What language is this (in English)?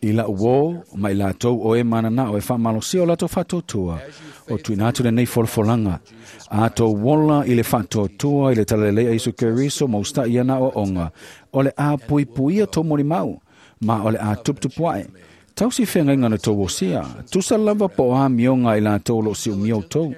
Samoan